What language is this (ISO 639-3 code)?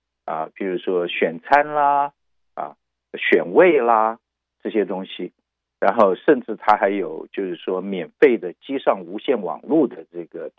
zho